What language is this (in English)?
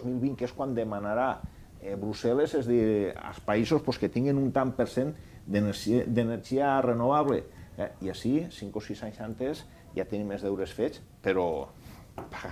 Catalan